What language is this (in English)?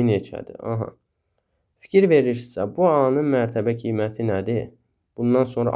Azerbaijani